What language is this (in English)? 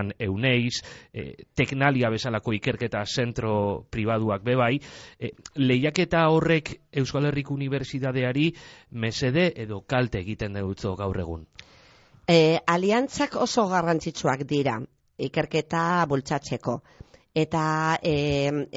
Basque